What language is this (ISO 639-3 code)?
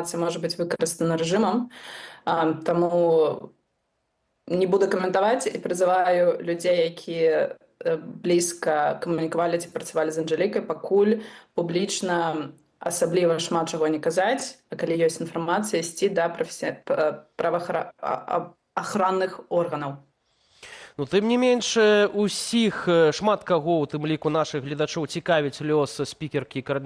bel